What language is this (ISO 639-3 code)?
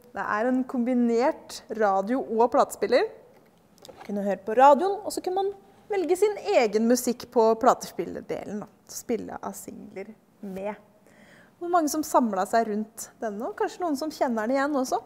nor